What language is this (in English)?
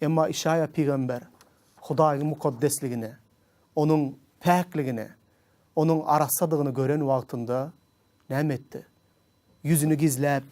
Turkmen